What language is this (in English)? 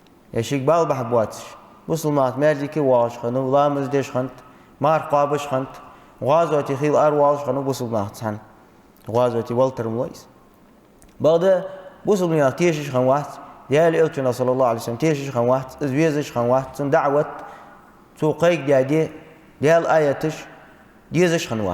Ingush